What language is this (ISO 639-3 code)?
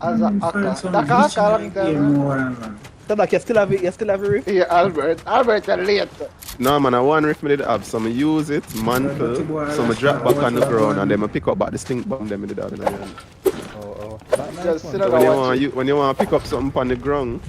jam